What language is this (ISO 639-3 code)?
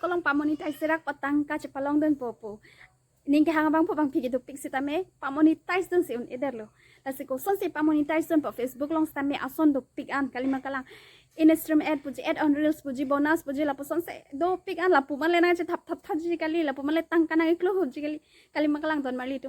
mjw